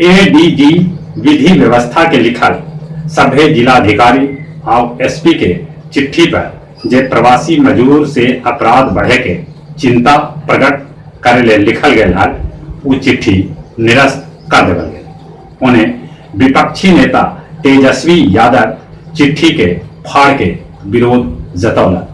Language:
Magahi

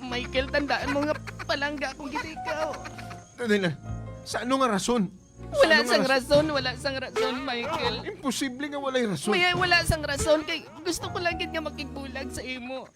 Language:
Hiligaynon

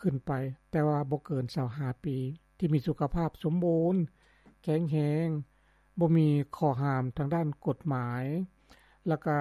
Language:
Lao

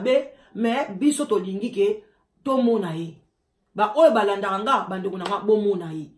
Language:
Lingala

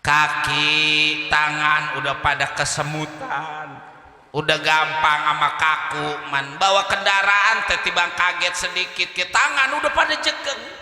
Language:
Betawi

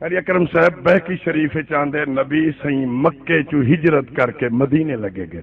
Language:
Saraiki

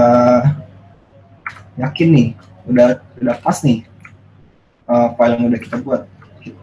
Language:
Indonesian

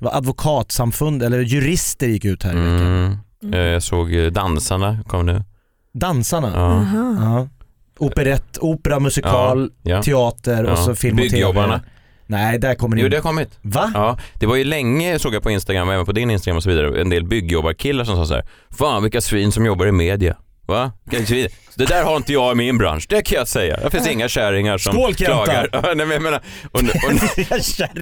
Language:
Swedish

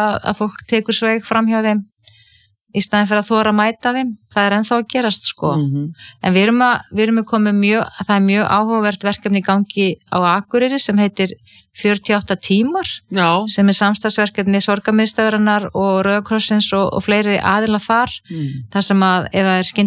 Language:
Icelandic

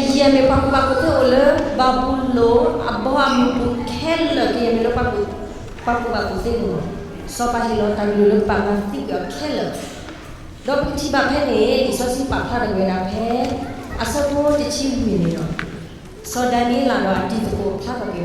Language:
S'gaw Karen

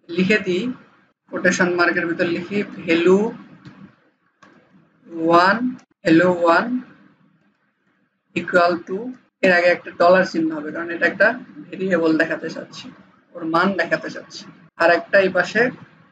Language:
Bangla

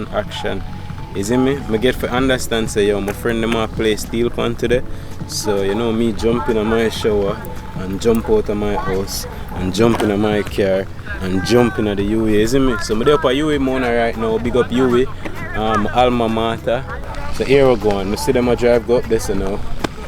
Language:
Jamaican Creole English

